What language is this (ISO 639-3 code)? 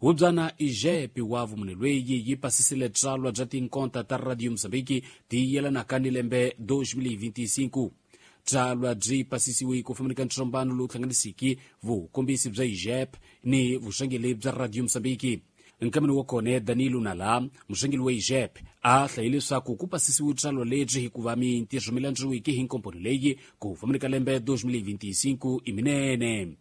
tso